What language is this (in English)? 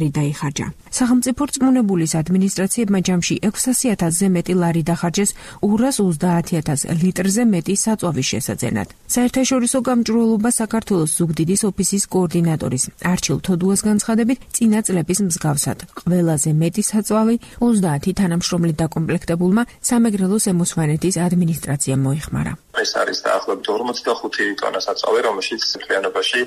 Georgian